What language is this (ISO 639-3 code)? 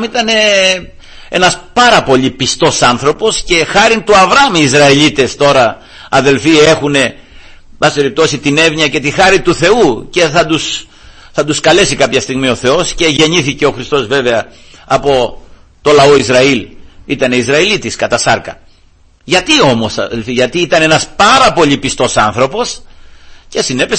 ell